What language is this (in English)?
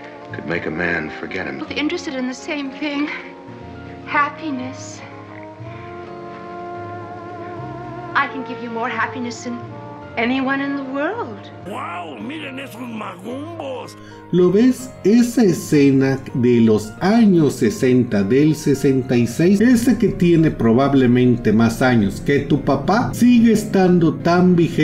Spanish